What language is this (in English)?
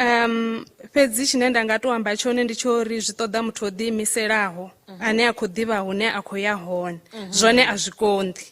Venda